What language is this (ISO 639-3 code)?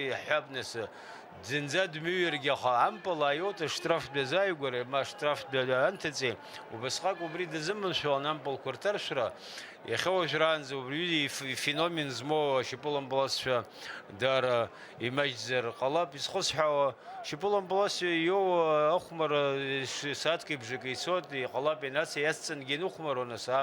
abk